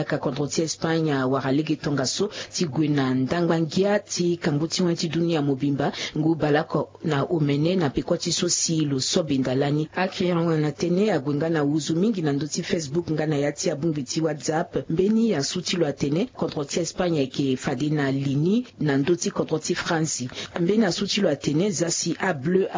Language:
Sango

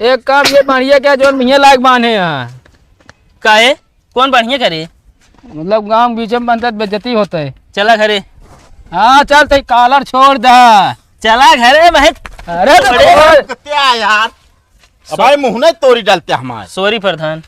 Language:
Awadhi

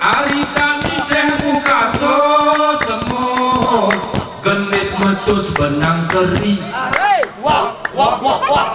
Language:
Gayo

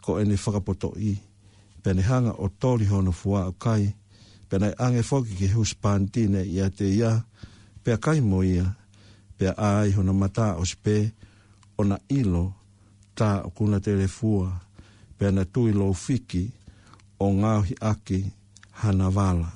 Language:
Tongan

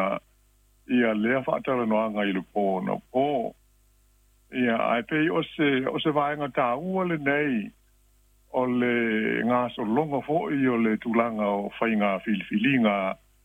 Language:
Samoan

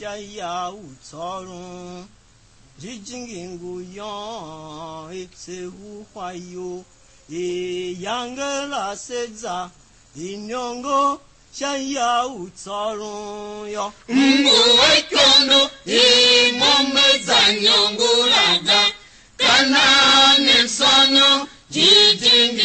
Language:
Tiv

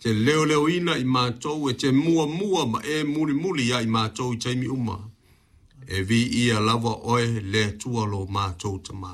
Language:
Samoan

